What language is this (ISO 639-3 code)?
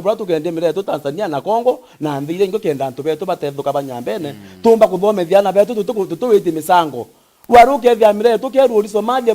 mer